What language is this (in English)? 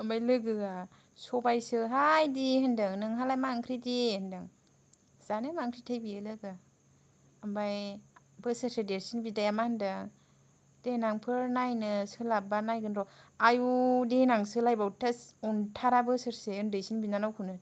Bodo